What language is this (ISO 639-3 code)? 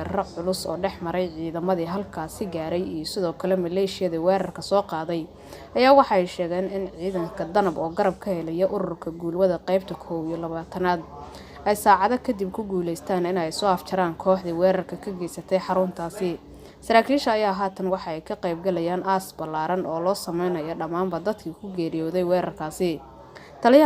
som